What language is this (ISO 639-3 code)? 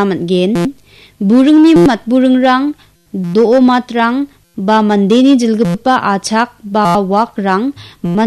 grt